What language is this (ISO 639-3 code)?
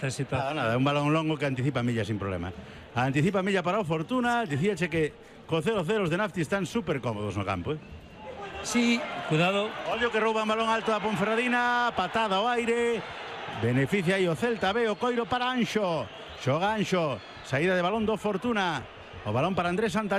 glg